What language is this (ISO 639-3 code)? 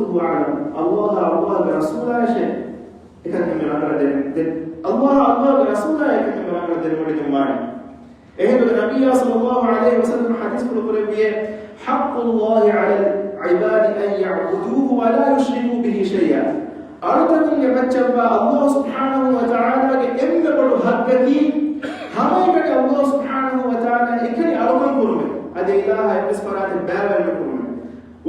div